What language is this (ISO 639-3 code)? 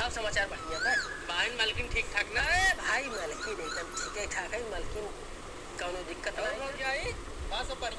awa